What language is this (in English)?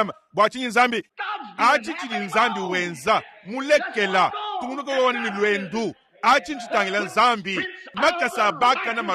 Luba-Lulua